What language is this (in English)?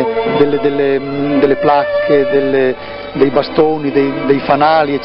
Italian